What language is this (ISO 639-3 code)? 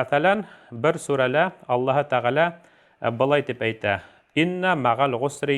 bak